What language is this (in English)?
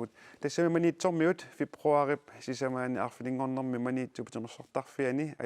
Kalaallisut